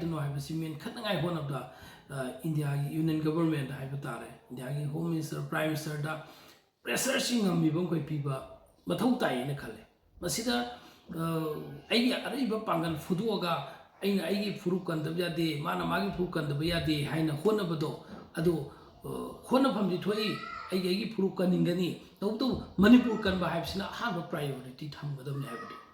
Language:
Manipuri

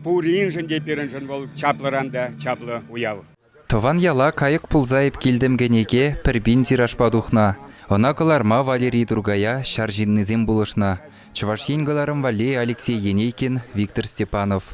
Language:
Chuvash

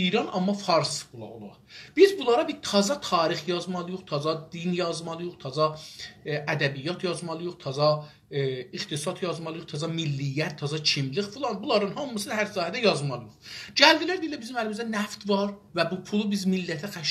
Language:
South Azerbaijani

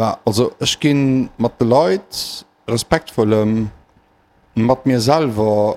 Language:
Luxembourgish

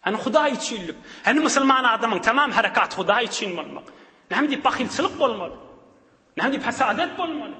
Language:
Turkmen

